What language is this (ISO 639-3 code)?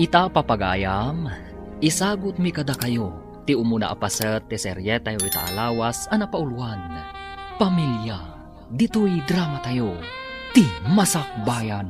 ilo